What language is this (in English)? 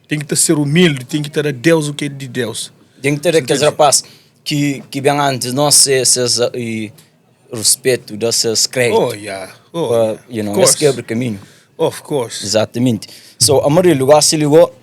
Kabuverdianu